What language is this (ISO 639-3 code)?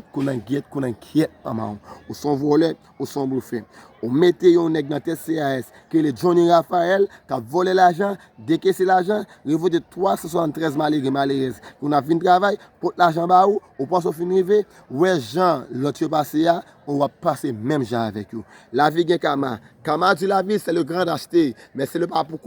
hat